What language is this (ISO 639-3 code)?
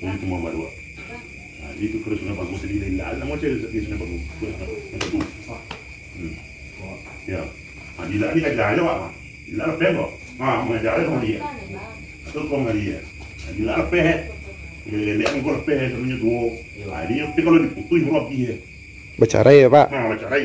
min